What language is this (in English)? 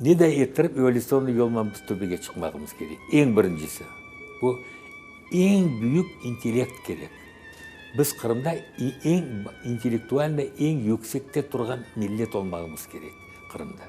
Crimean Tatar